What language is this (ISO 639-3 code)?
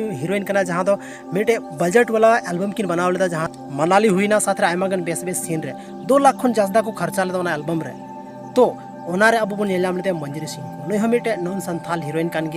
sat